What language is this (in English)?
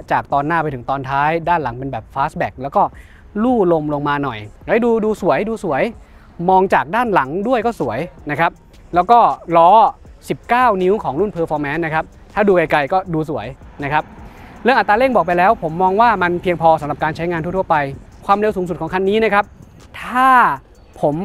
Thai